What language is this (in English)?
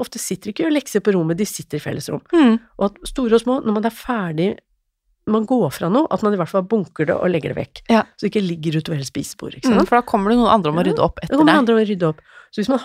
Norwegian